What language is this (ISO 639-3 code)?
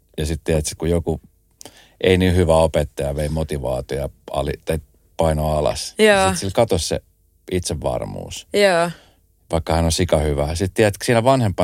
fin